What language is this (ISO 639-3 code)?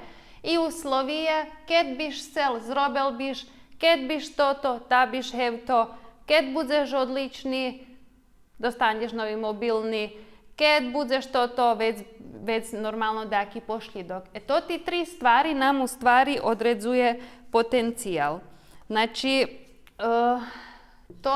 rue